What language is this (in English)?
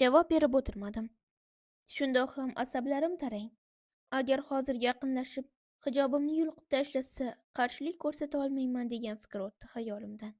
Uzbek